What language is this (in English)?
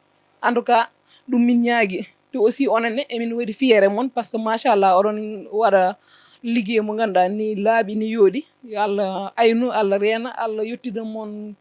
Fula